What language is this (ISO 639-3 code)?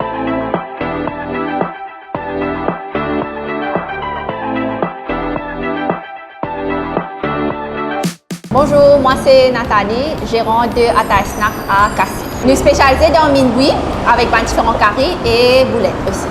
mfe